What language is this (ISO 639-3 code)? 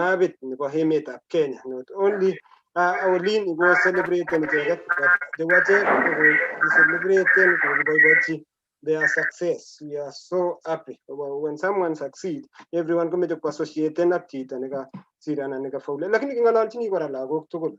kln